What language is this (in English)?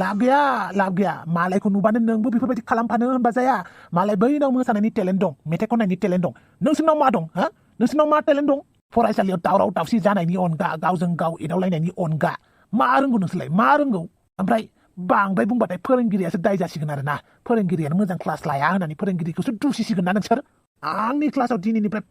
Bodo